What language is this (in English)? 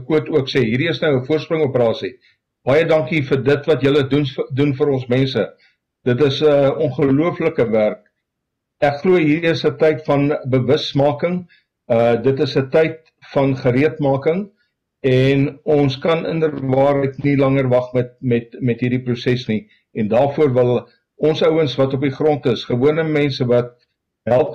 Afrikaans